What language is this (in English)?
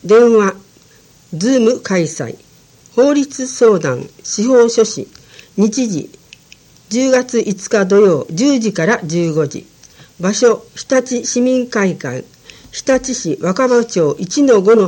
Japanese